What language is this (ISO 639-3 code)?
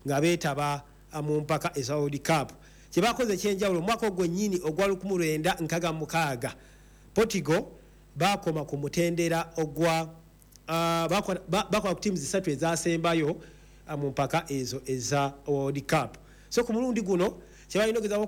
lug